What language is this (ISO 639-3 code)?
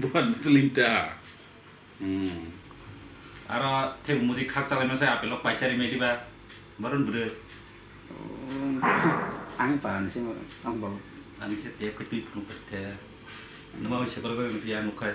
trp